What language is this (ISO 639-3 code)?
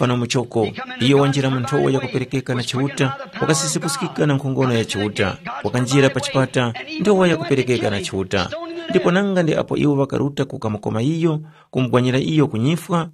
tum